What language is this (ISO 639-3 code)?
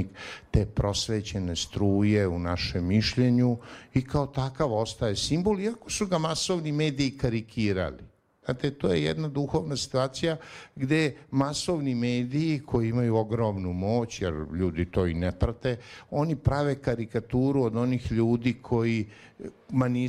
srp